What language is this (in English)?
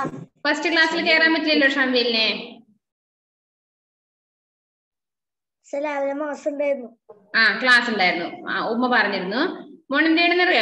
Malayalam